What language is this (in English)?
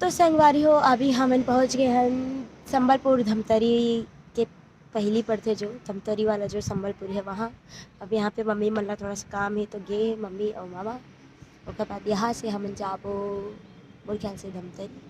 Chhattisgarhi